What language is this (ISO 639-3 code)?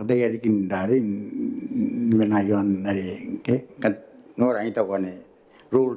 gil